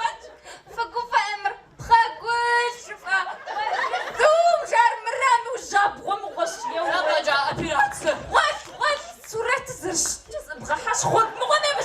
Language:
Kabardian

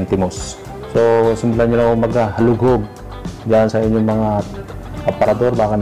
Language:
Filipino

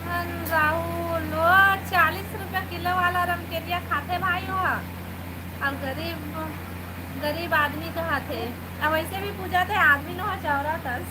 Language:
Chhattisgarhi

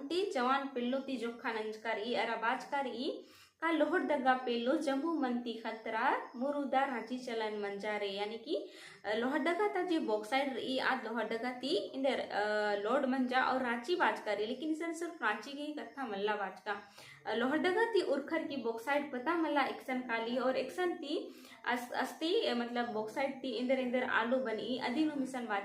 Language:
Kurukh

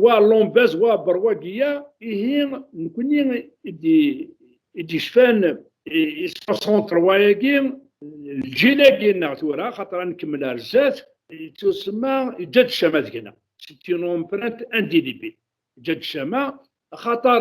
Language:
Kabyle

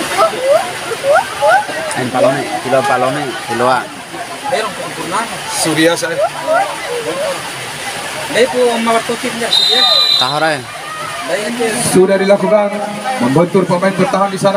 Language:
Indonesian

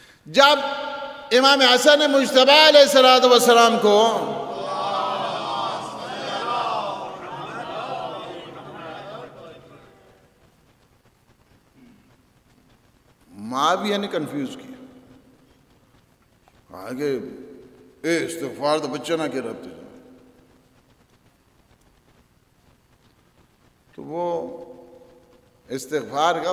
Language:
Urdu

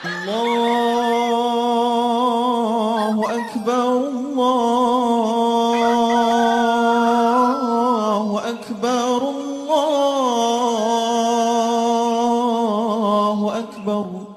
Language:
Buginese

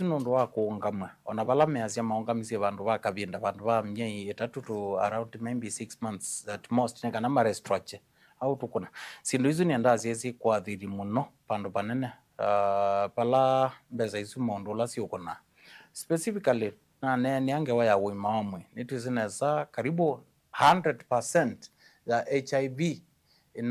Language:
Kamba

